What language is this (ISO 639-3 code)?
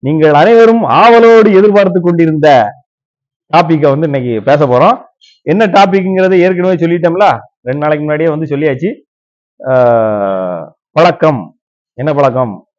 tam